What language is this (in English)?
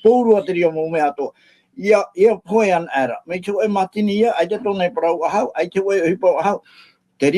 Tahitian